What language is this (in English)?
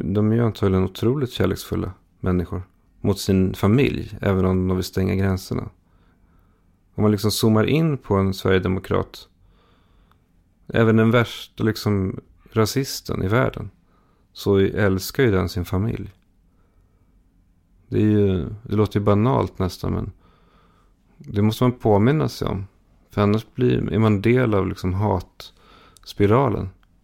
Swedish